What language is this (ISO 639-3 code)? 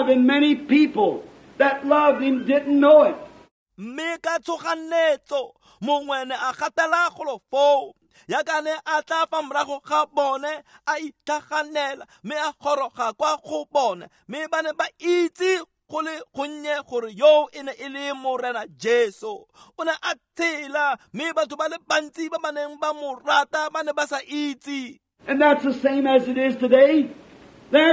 tsn